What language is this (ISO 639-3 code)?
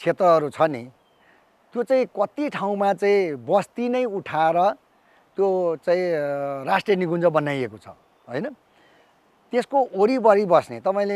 nep